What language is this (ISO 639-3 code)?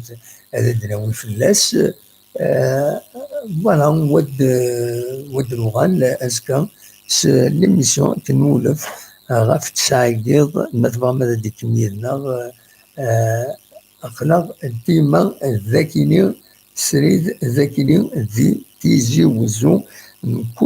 kab